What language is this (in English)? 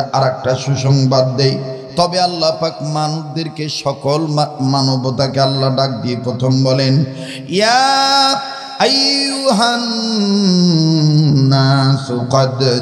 Bangla